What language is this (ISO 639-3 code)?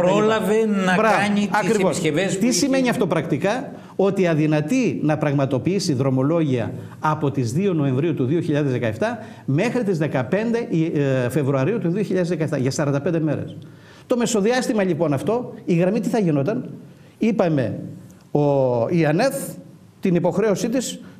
ell